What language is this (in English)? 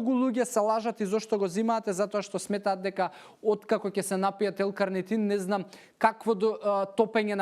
Macedonian